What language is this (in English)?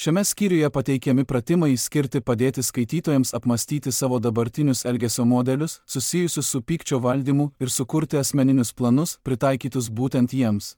Lithuanian